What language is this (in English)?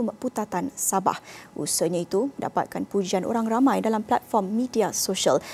Malay